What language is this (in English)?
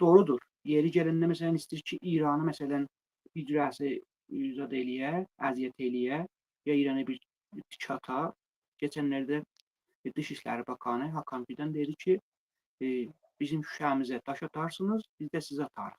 Azerbaijani